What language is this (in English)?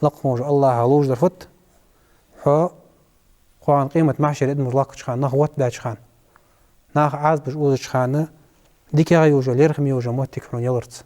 Ingush